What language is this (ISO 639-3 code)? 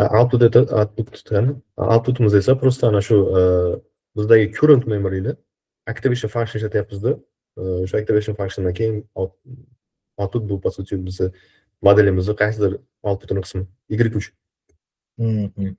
uzb